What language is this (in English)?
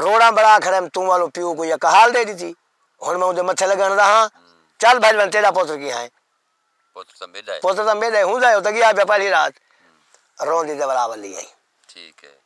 Saraiki